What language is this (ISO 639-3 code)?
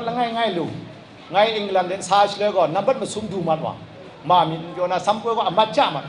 kac